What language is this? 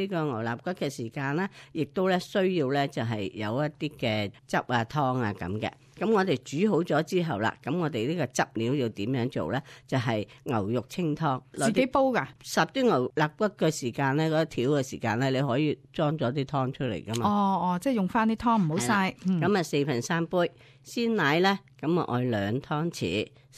Cantonese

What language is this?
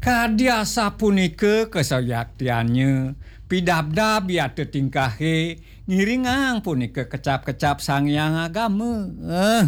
Balinese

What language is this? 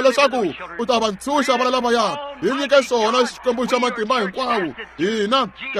Tsonga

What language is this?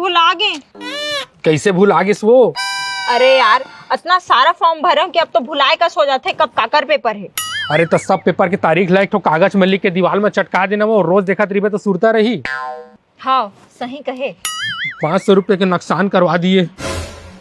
Chhattisgarhi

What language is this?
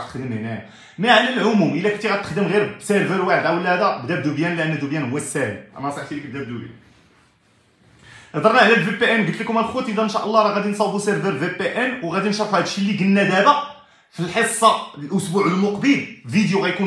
Moroccan Arabic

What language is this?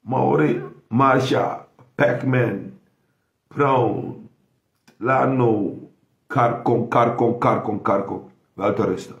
Sranan Tongo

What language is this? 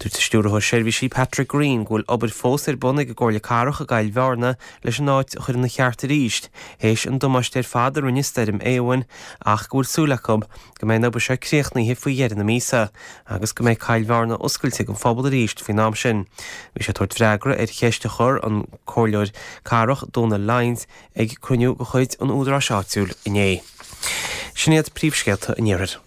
Irish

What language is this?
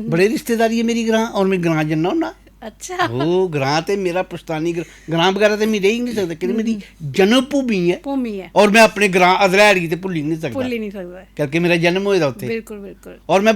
Dogri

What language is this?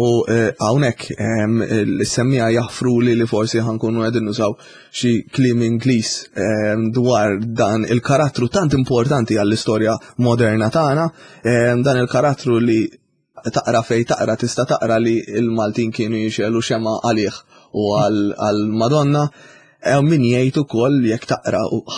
Maltese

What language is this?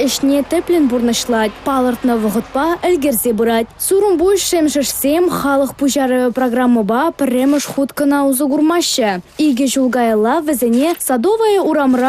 Chuvash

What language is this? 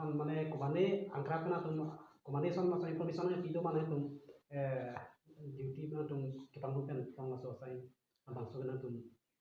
Karbi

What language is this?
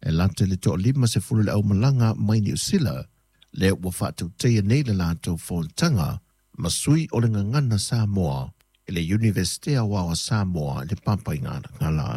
Samoan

